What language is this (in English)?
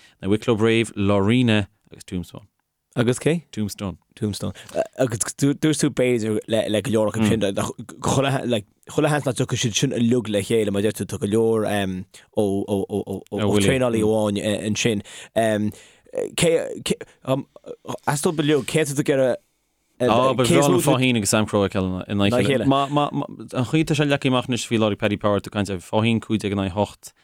Irish